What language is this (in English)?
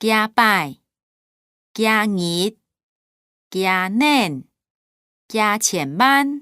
Hakka Chinese